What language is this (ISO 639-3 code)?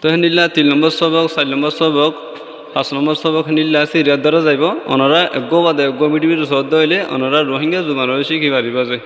rhg